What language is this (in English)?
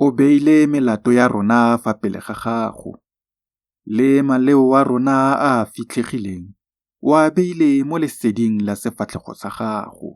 Tswana